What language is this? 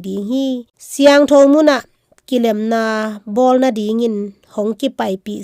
Tedim Chin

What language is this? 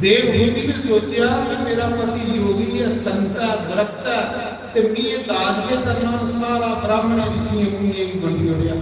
Dogri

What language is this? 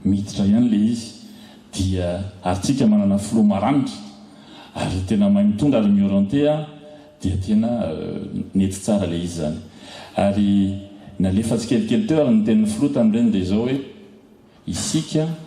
Malagasy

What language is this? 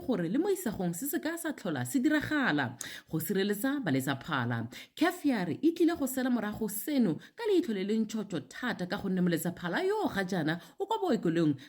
Tswana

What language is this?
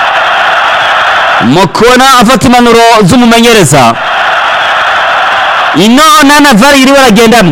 Rundi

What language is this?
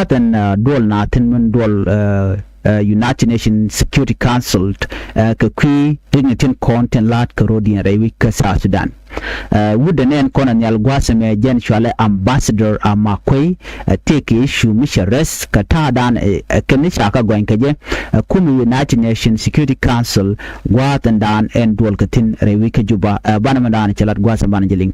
Nuer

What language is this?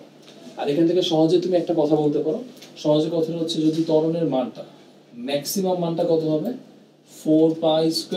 Bangla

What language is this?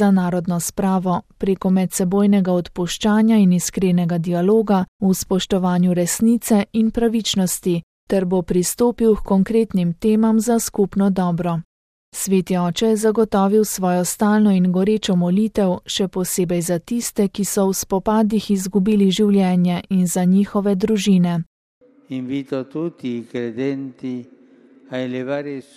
Slovenian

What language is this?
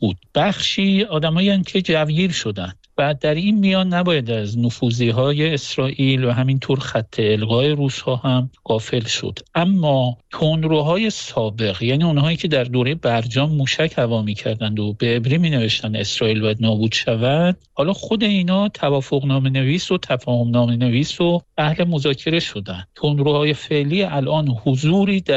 Persian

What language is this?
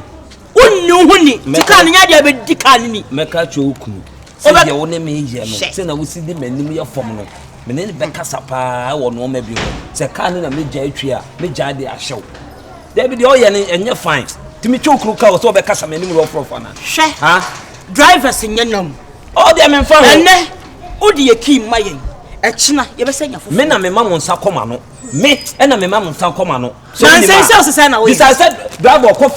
Akan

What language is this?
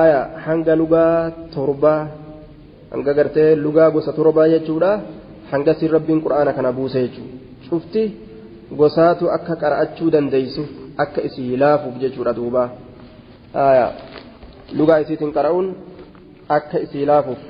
Oromo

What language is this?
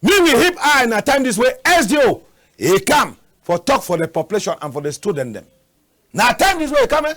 Cameroon Pidgin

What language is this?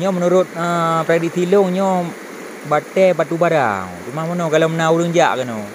Achinese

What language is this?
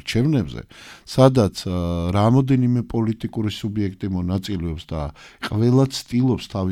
Georgian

